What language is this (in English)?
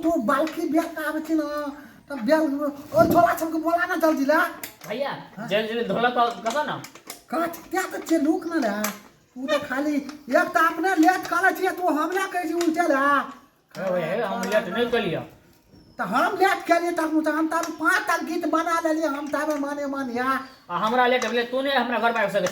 Maithili